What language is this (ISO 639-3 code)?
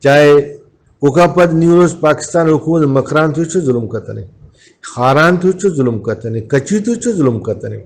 brh